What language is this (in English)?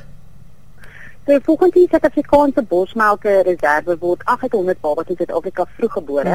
Afrikaans